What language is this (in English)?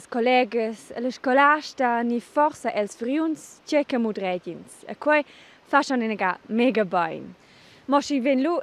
Romansh